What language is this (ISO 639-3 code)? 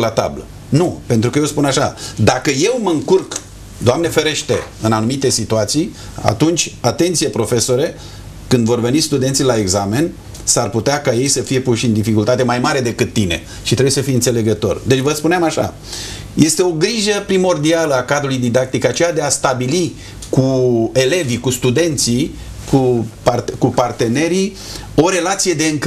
ron